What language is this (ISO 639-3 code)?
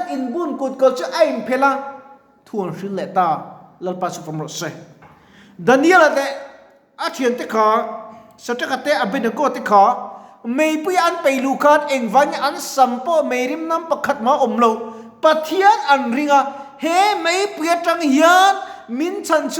lus